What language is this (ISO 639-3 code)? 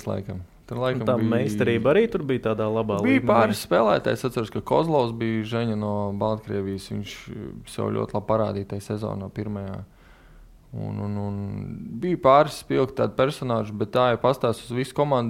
lav